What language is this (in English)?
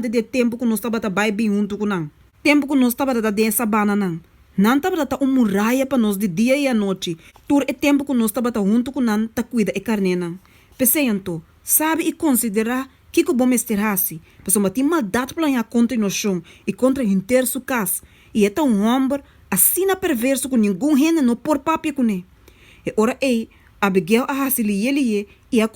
Papiamento